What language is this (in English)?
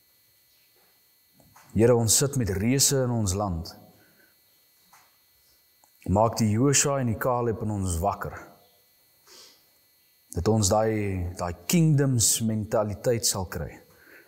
Afrikaans